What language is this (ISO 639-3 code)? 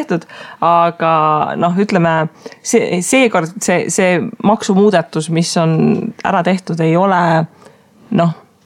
est